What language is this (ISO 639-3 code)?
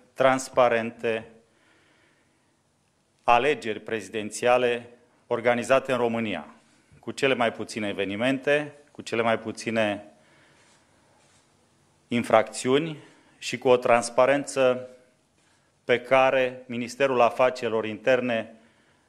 ron